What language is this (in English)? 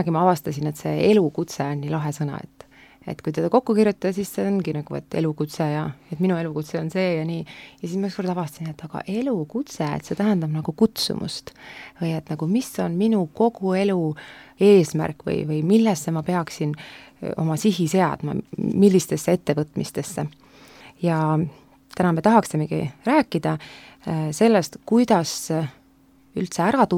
Estonian